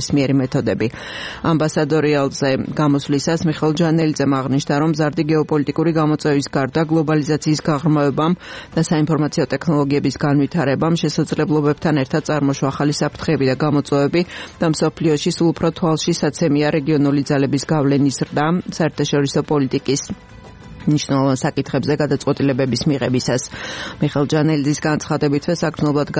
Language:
Georgian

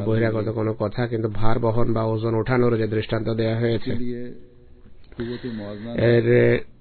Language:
Bangla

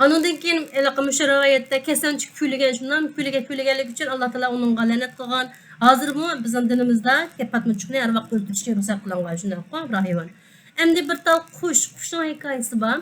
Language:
Uyghur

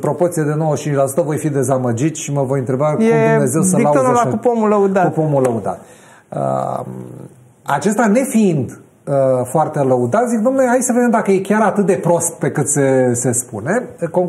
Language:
Romanian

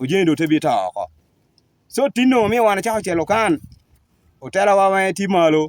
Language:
Lango (Uganda)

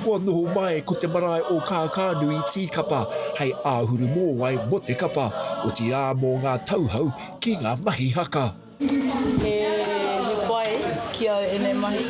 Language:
Māori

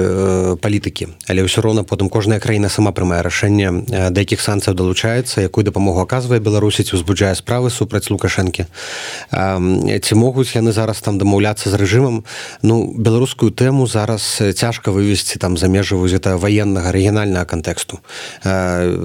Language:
Belarusian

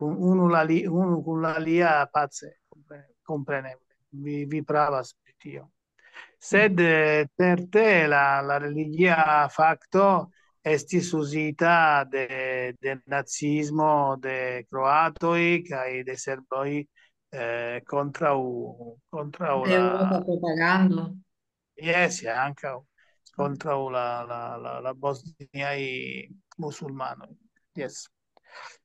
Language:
Esperanto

